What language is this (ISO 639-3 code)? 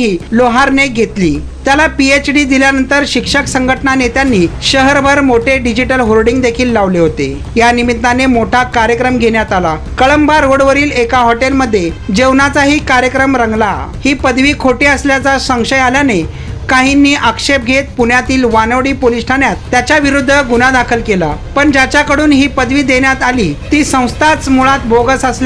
mar